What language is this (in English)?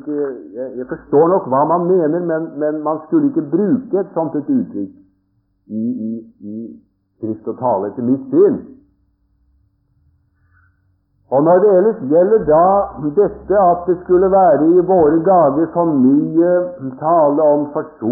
Norwegian